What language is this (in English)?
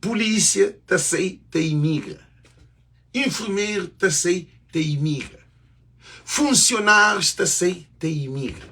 Kabuverdianu